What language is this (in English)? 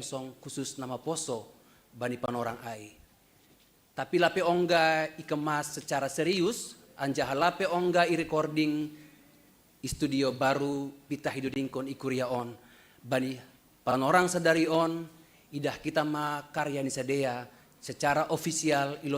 Batak Simalungun